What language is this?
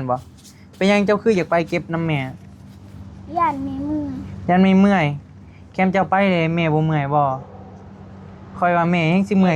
Northeastern Thai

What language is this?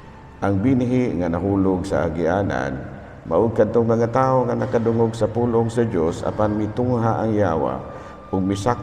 Cebuano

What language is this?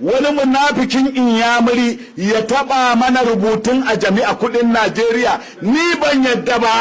Hausa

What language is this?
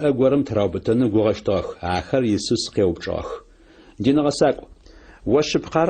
Adyghe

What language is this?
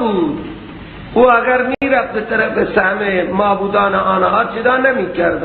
Persian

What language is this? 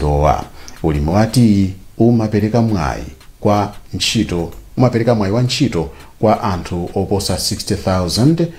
Nyanja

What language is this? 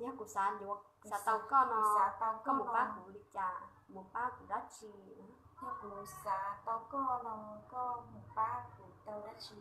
Hmong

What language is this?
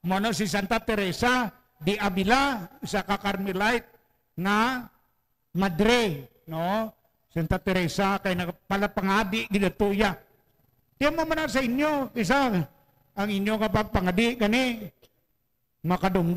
Hiligaynon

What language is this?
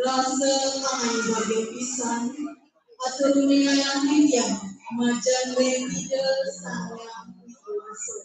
Balinese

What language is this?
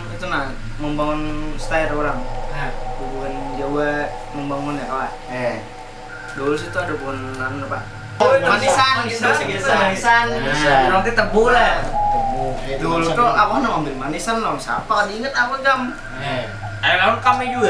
Banjar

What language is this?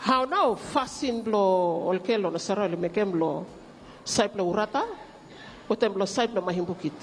Bislama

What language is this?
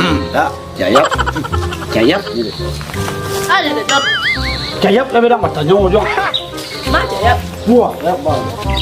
Minangkabau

